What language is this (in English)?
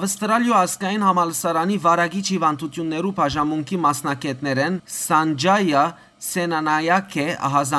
Western Armenian